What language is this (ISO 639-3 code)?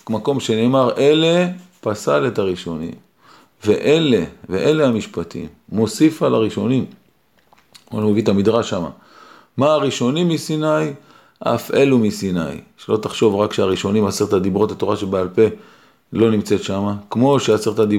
heb